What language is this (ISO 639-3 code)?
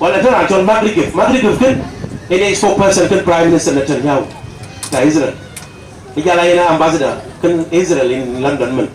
din